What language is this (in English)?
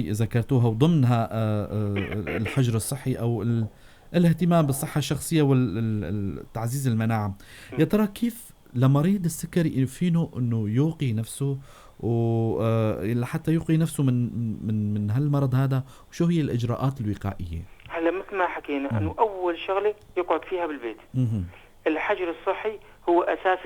North Levantine Arabic